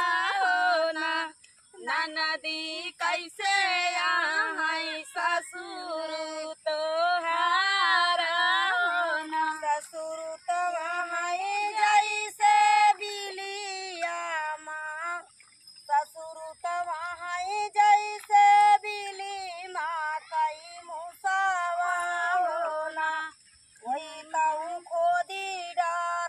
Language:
Bhojpuri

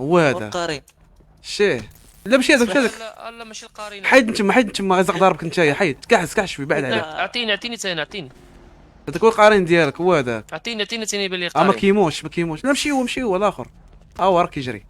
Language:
Moroccan Arabic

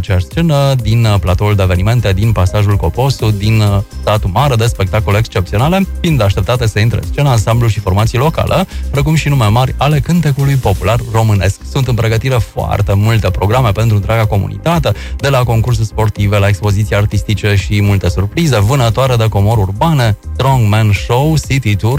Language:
Romanian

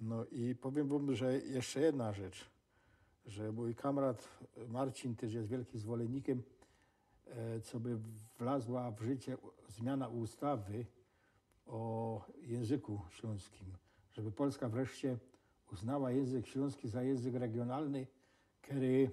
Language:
Silesian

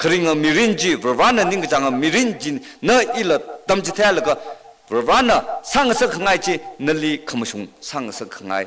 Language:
Tangkhul Naga (India)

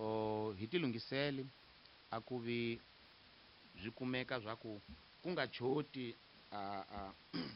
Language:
Tsonga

